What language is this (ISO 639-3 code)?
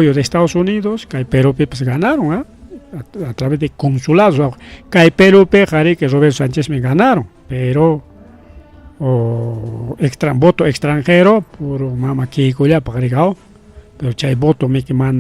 quy